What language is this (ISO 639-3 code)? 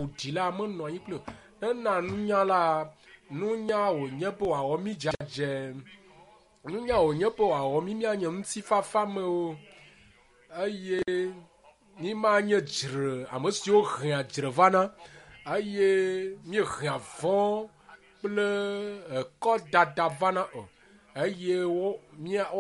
ewe